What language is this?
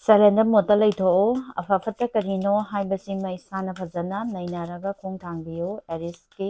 Manipuri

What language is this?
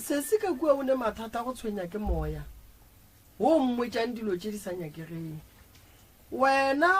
Northern Sotho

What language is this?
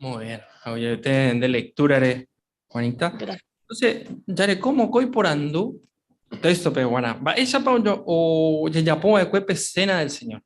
Guarani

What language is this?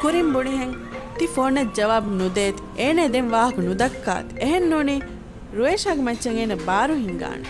Divehi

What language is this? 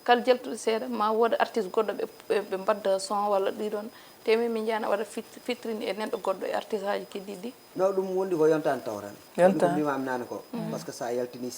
Fula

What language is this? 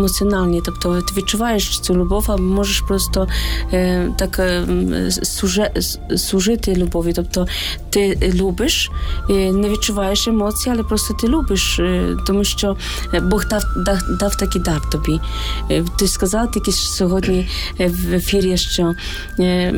Ukrainian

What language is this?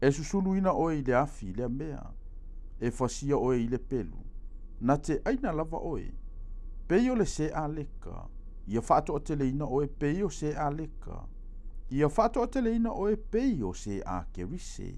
Samoan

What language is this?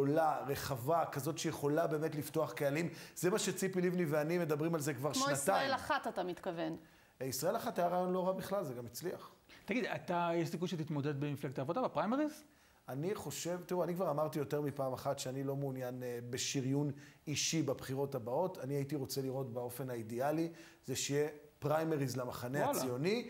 Hebrew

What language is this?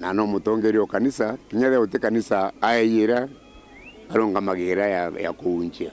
Meru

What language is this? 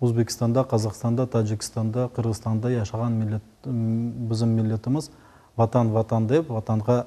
Crimean Tatar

